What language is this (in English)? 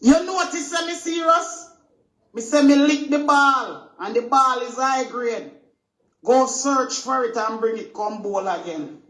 Jamaican Creole English